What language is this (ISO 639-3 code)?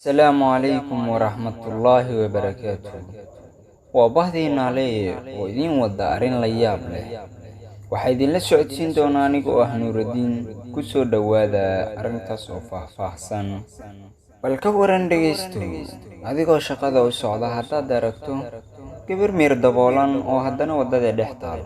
som